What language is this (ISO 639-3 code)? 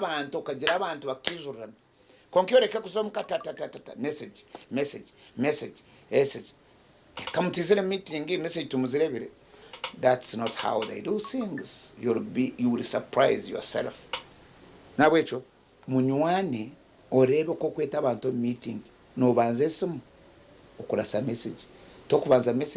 nyn